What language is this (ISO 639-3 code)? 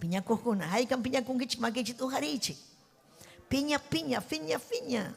quy